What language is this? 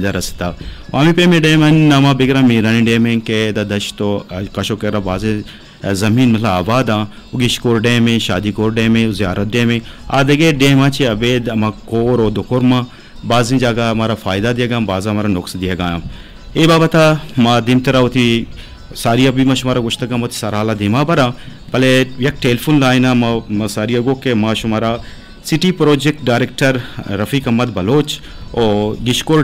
Eastern Balochi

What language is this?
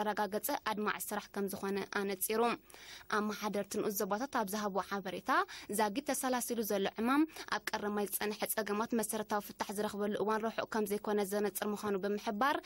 Tigrinya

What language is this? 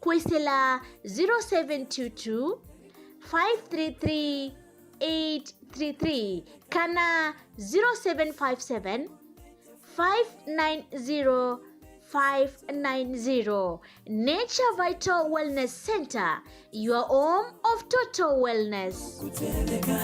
Kamba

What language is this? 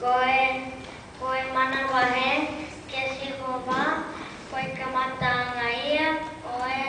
Tongan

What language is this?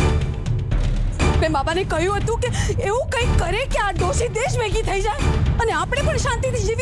Gujarati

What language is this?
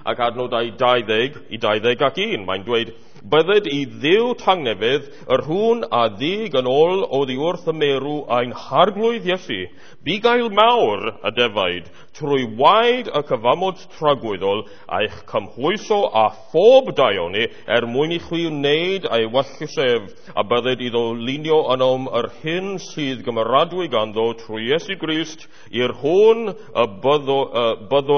Welsh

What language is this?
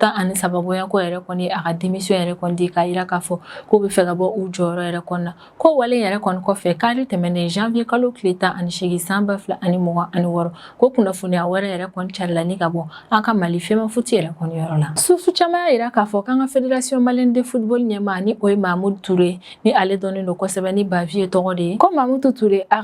Bambara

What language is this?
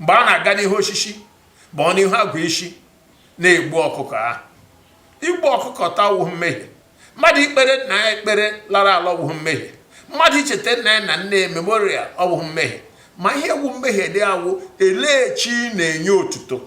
Igbo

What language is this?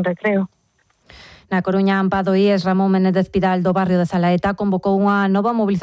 Galician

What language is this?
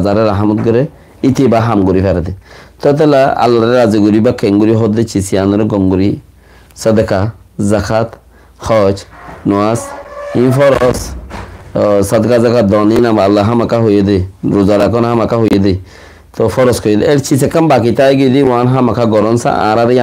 Rohingya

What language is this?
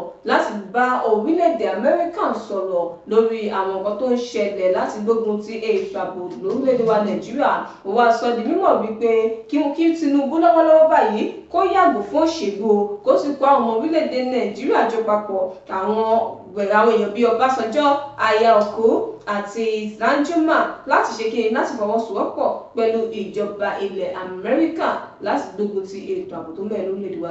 Yoruba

